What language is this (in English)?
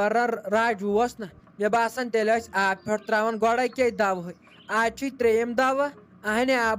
Kashmiri